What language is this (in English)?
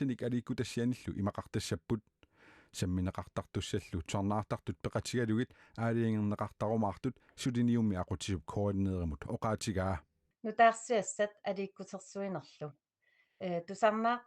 Kalaallisut